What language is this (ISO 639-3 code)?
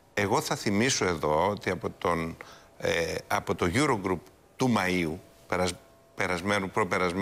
ell